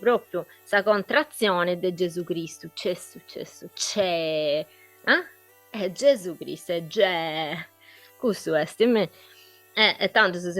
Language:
Sardinian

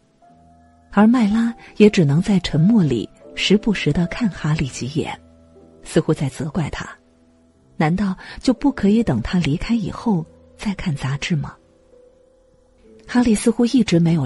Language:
Chinese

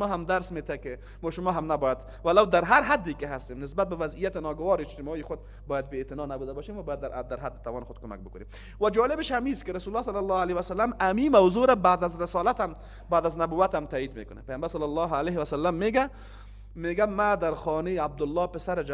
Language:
Persian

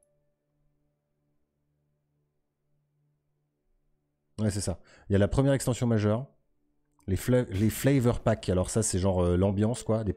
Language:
French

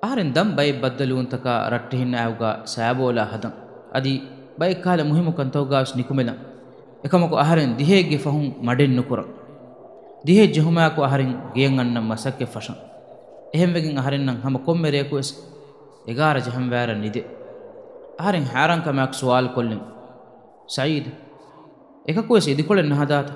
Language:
Divehi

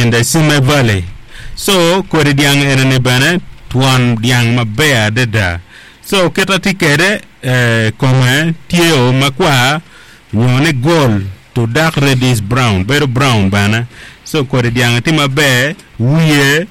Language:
Acoli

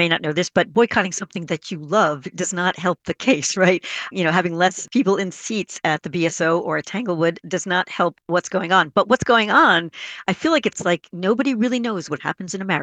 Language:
English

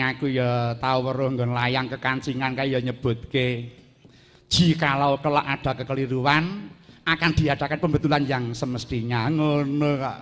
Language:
Javanese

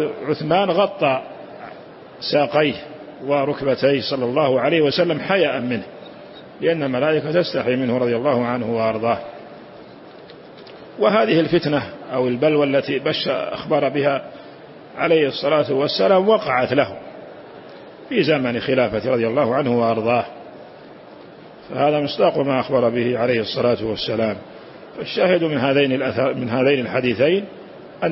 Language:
Arabic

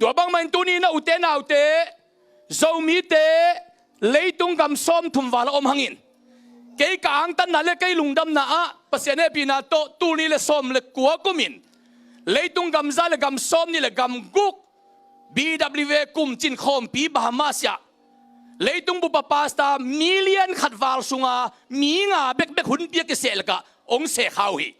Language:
Tedim Chin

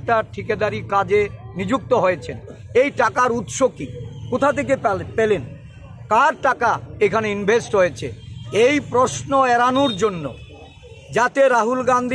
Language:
Bangla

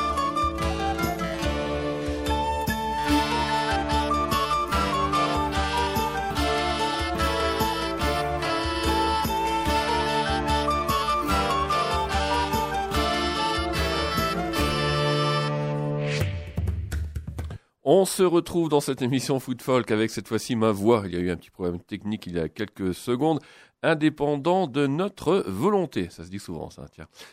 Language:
French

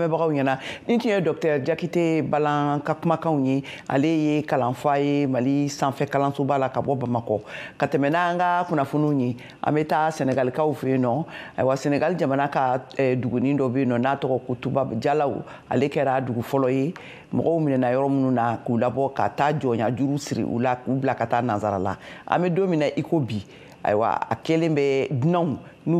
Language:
Bambara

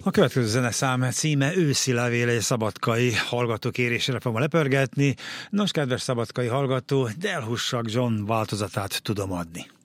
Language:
Hungarian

